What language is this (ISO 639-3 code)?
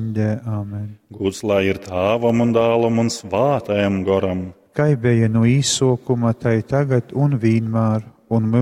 ltg